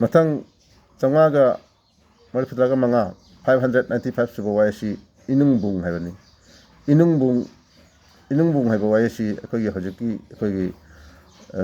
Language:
Manipuri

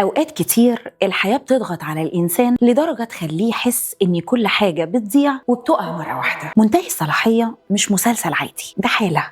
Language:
Egyptian Arabic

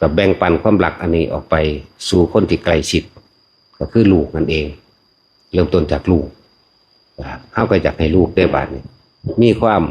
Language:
Northeastern Thai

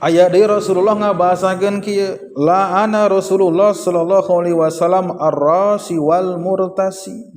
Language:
Sundanese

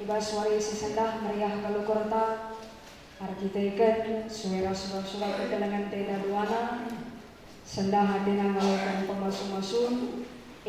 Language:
Batak Karo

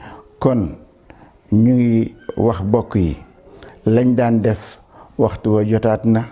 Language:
Wolof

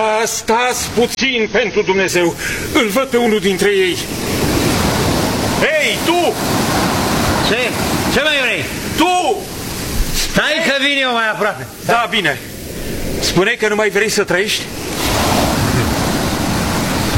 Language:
Romanian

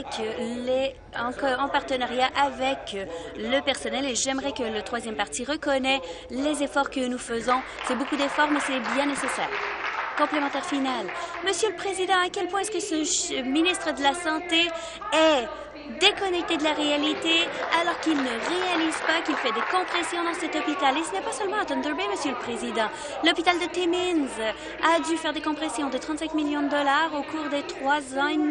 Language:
French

